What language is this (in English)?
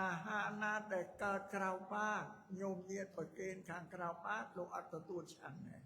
Khmer